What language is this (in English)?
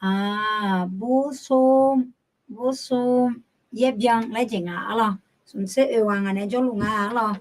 Akha